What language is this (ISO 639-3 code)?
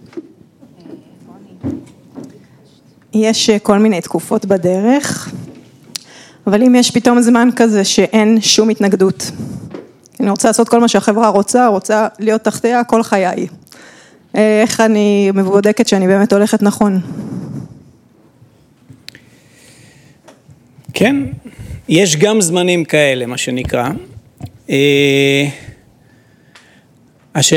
heb